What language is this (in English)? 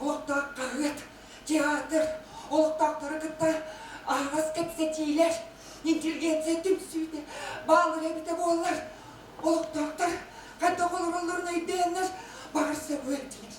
Yakut